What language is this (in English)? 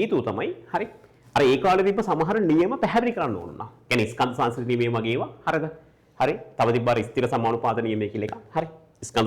Sinhala